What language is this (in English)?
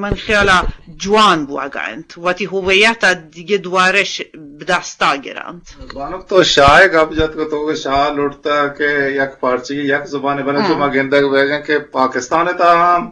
Eastern Balochi